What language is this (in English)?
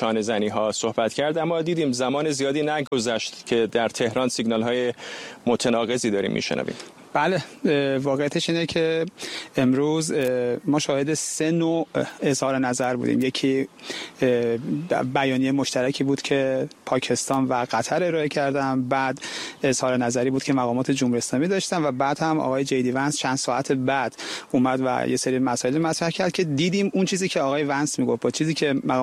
Persian